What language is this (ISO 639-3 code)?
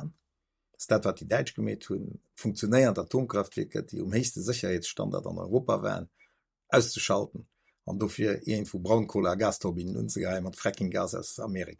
ltz